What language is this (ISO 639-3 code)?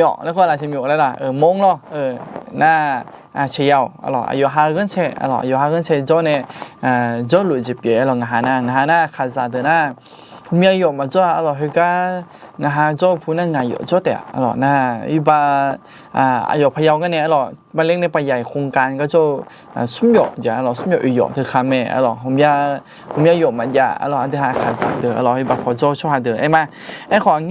ahk